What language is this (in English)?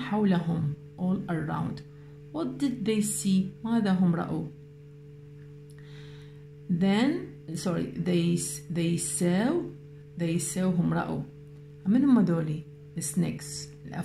Mesopotamian Arabic